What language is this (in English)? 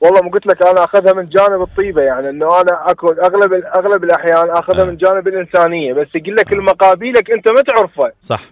Mesopotamian Arabic